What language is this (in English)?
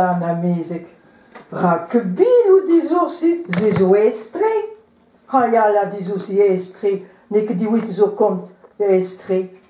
Breton